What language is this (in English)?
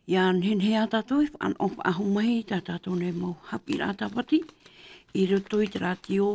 Tahitian